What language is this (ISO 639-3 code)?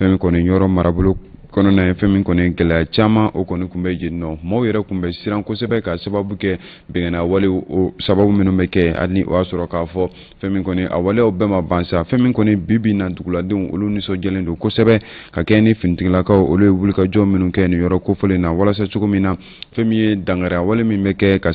bam